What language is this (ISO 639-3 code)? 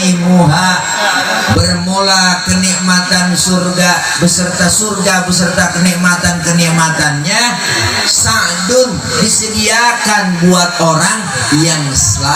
bew